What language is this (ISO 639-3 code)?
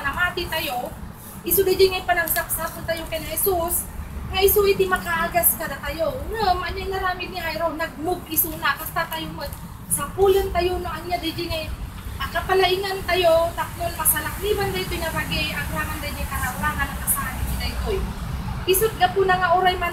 ilo